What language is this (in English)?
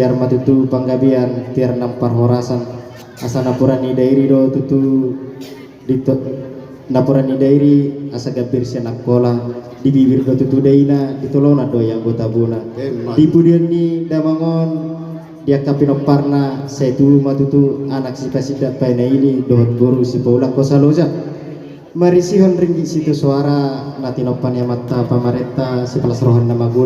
Batak Toba